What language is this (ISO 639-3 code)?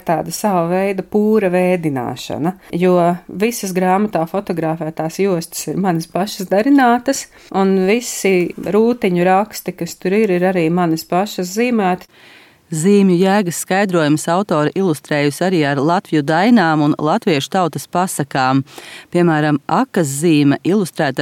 lav